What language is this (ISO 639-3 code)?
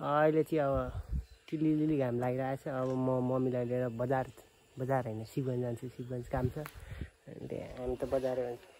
nep